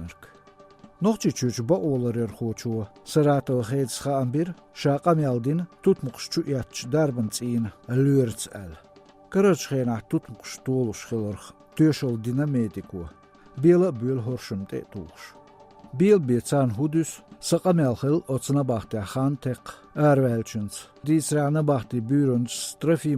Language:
Chechen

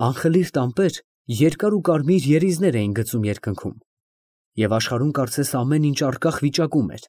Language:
Armenian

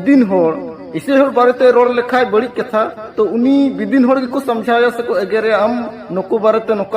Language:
Santali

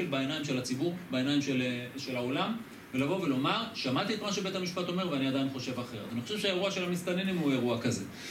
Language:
Hebrew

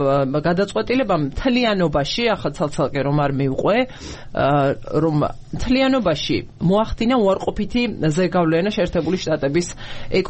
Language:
Georgian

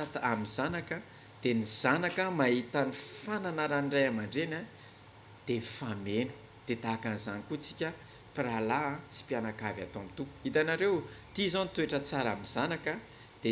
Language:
Malagasy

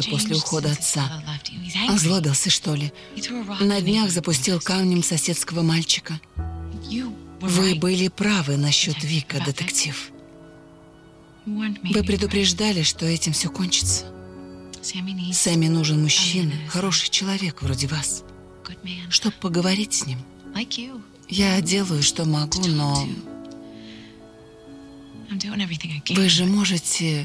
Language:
Russian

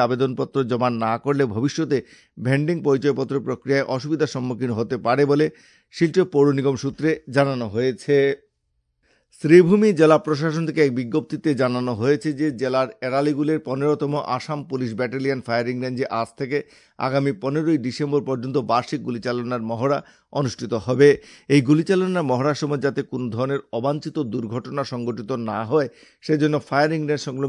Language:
Bangla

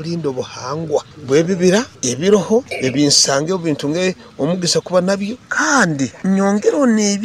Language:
Nyoro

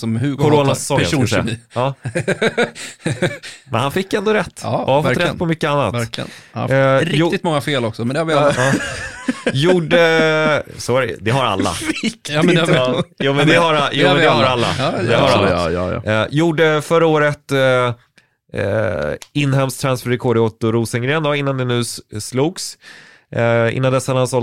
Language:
Swedish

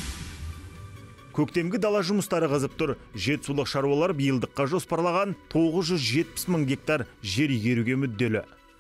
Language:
Kazakh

